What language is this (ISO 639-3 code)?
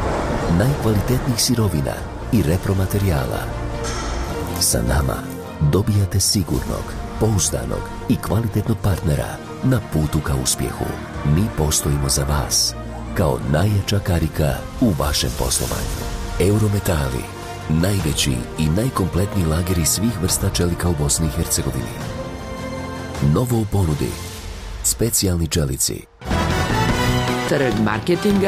bos